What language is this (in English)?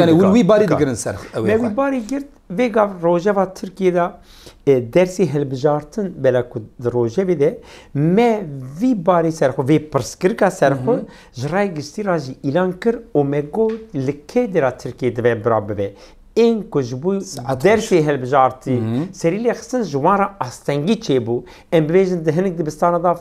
Kurdish